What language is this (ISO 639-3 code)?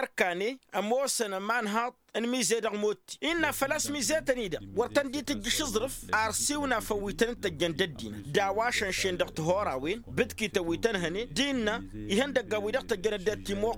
taq